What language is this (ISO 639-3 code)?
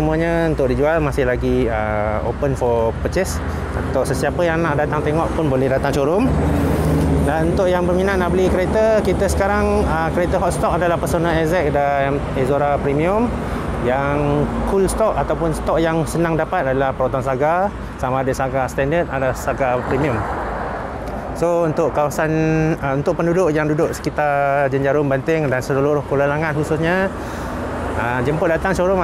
msa